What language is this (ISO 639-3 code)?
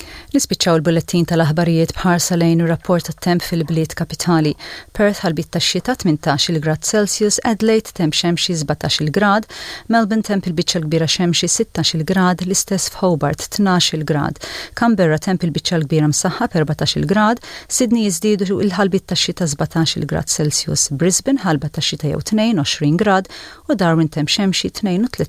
mlt